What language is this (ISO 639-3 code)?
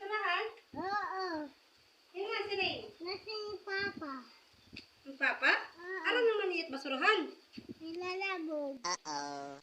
war